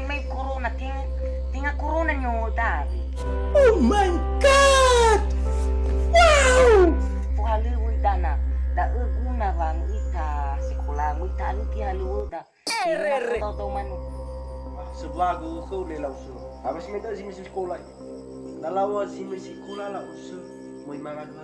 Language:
Nias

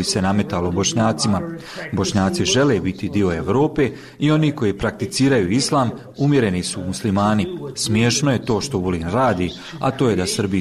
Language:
Bosnian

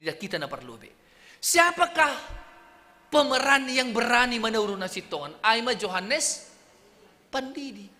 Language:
Batak Simalungun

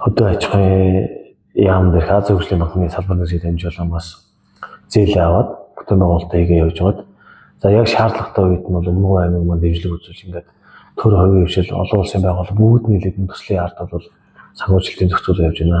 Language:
Mongolian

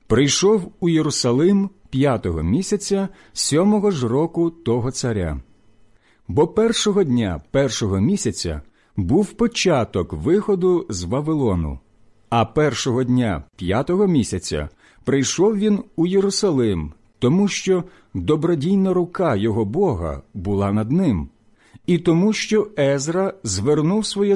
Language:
Ukrainian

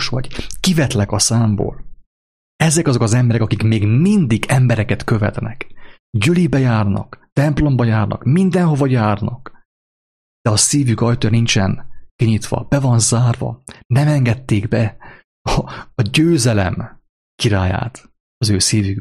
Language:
Hungarian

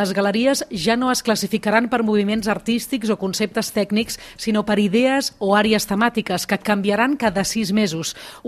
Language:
Catalan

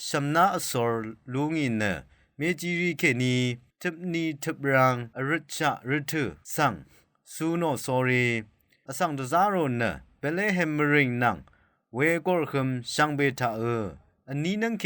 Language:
Rawang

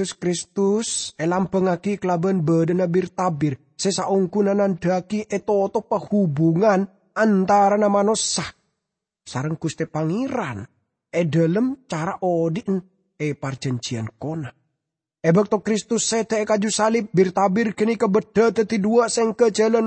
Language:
Madurese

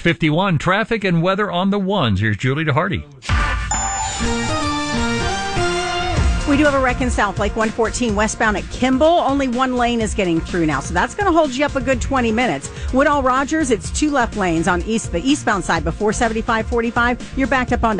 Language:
English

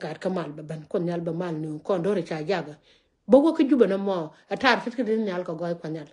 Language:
Nuer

